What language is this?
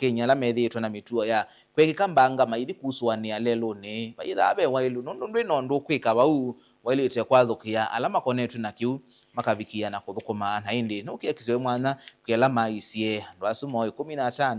Kamba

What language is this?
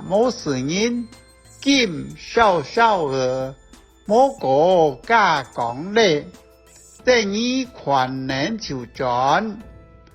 Hakka Chinese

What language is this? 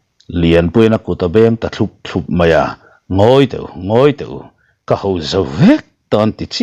Mizo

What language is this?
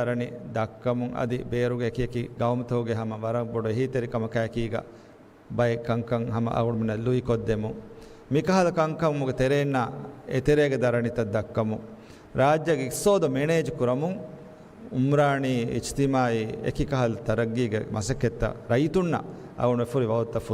Divehi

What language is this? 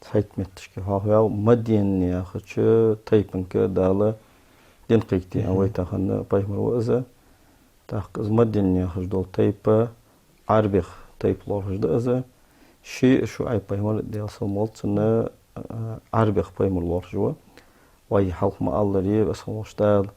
Ingush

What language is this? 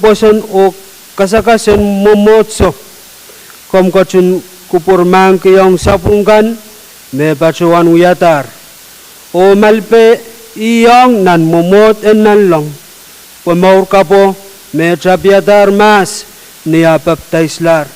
Pohnpeian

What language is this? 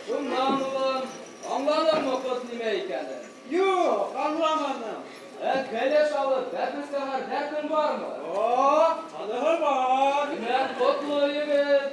Bashkir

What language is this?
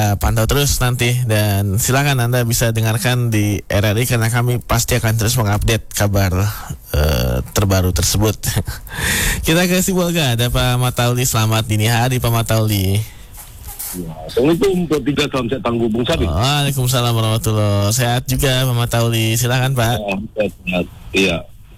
Indonesian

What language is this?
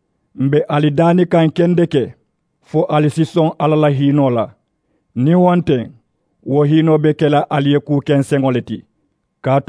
Mandingo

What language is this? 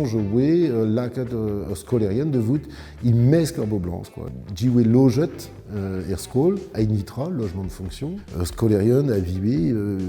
Breton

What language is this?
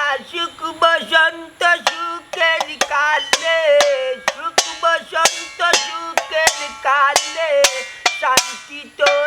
Sylheti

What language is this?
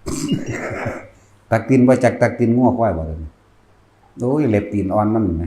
Northeastern Thai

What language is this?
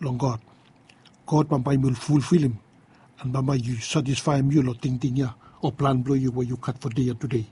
Bislama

